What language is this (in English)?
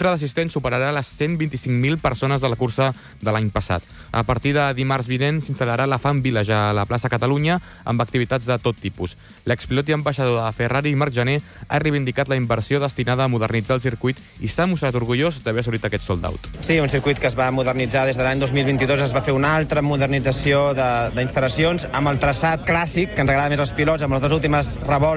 Catalan